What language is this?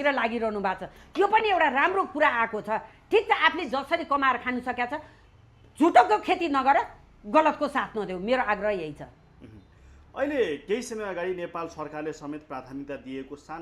Nepali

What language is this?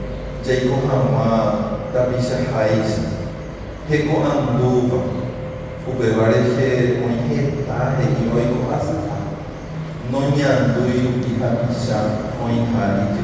Guarani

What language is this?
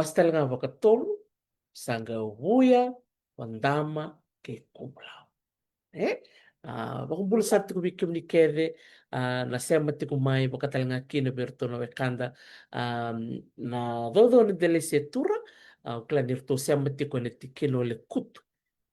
Fijian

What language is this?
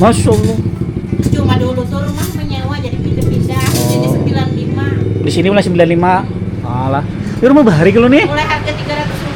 Banjar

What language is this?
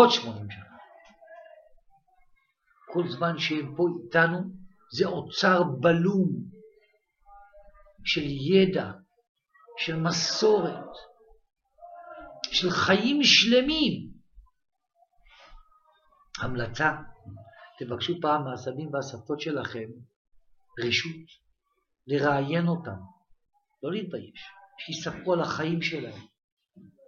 Hebrew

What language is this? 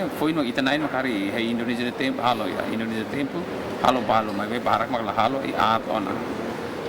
Tetum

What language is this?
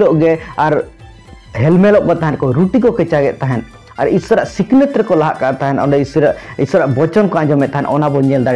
Santali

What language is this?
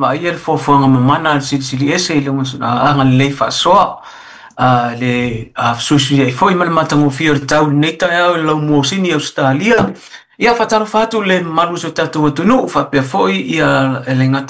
Samoan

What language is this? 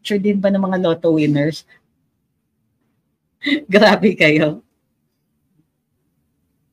Filipino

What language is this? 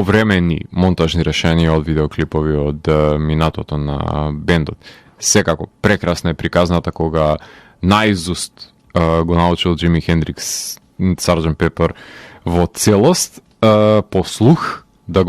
Macedonian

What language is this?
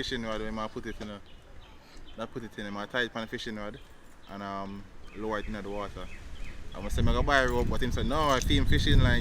Jamaican Creole English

